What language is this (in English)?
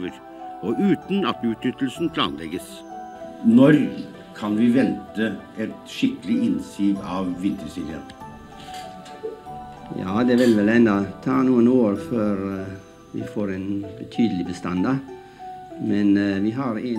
Norwegian